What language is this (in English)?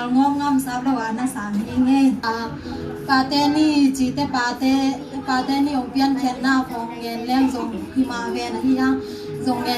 Tedim Chin